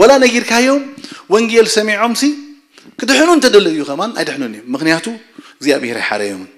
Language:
Tigrinya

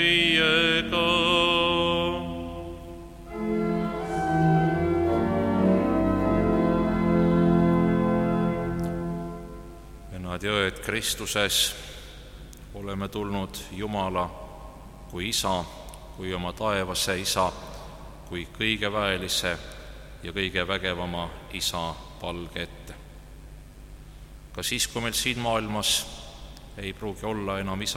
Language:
Estonian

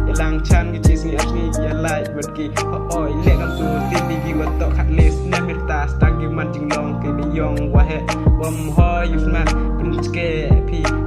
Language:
Khasi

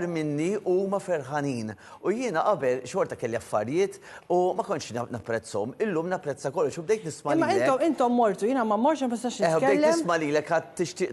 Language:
Maltese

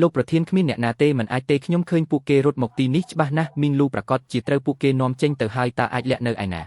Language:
Khmer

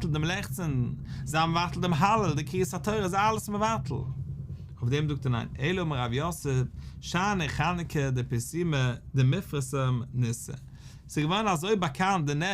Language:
Yiddish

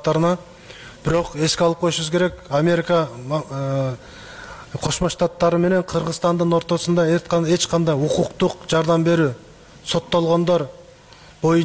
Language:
Kyrgyz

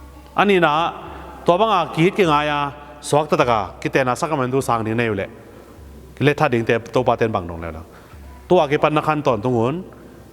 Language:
Tedim Chin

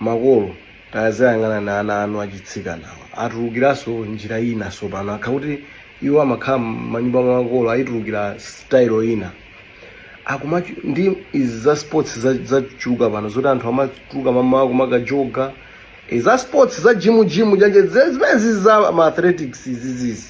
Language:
Nyanja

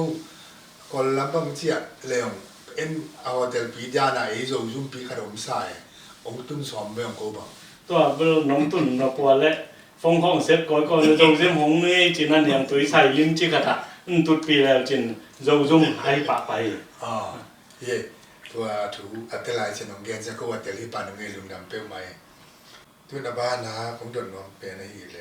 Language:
Tedim Chin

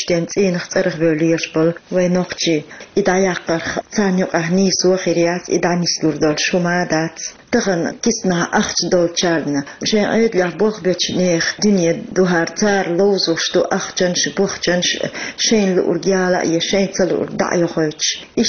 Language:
Chechen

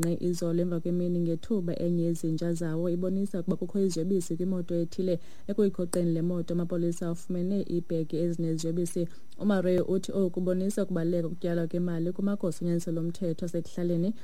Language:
Xhosa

